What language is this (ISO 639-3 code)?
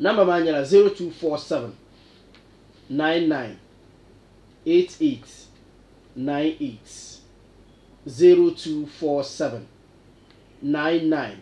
dag